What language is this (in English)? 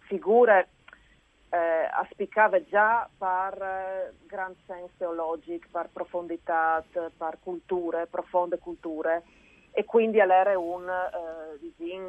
Friulian